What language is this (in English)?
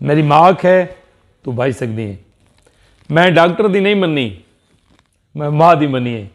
Saraiki